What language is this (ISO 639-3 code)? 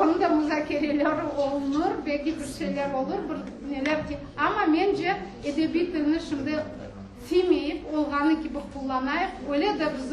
crh